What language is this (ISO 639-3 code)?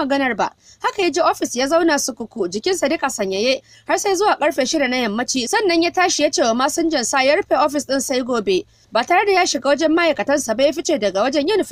hau